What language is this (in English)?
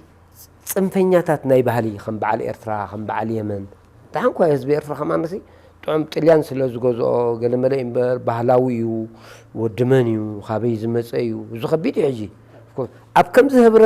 Tigrinya